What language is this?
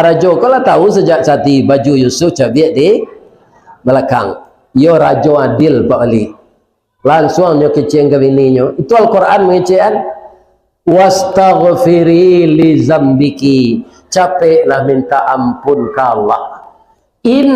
Minangkabau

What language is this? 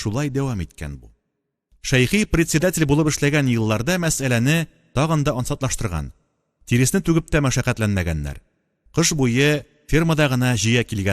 Tatar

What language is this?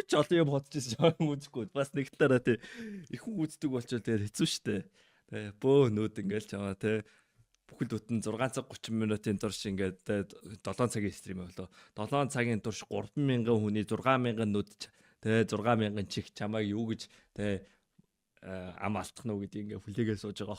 Mongolian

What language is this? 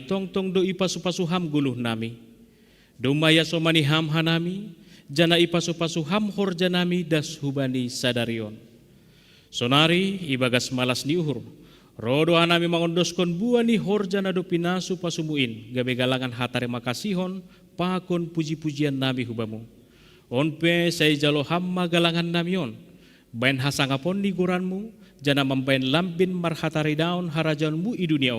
Batak Simalungun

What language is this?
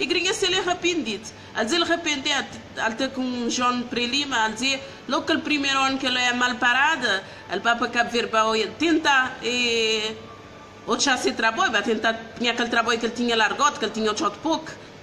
Kabuverdianu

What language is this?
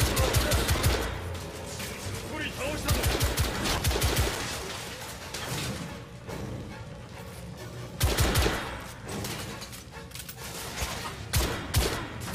Japanese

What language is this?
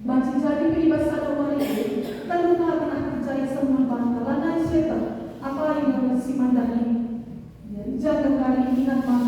Batak Karo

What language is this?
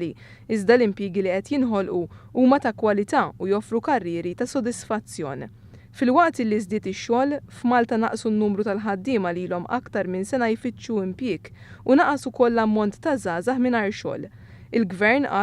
Maltese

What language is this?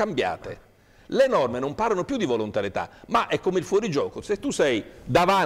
Italian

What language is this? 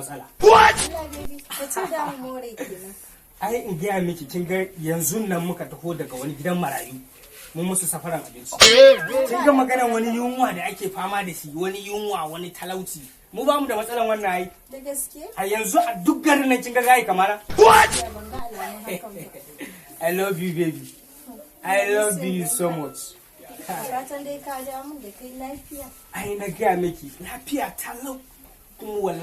Hausa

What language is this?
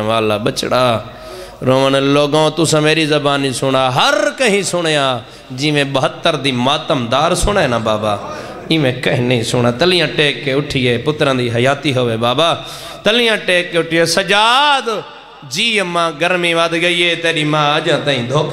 Saraiki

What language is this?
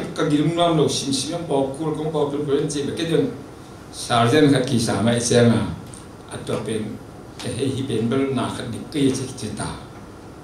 Tedim Chin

